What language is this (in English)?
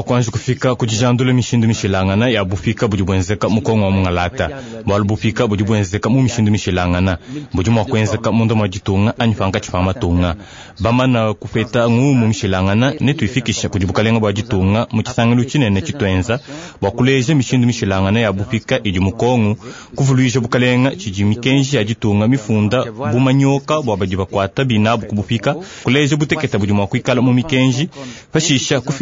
Luba-Lulua